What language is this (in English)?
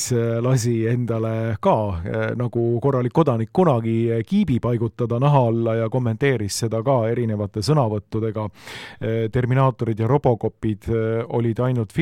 Estonian